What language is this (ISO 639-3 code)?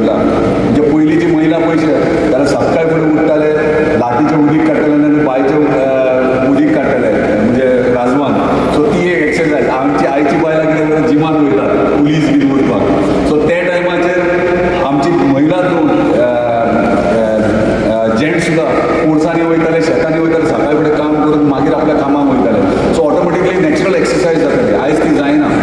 kok